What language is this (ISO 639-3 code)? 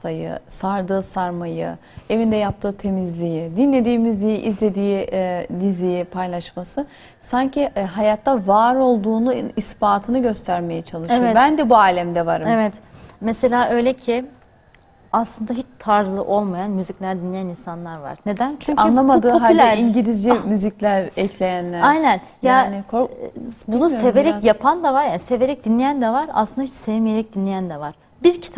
tur